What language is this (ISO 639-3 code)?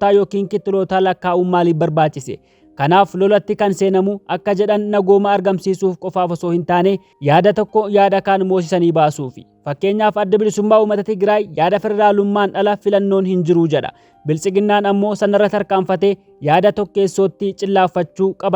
orm